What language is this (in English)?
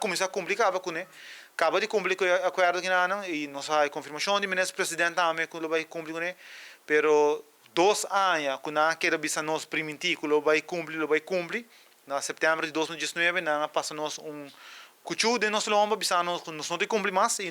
Papiamento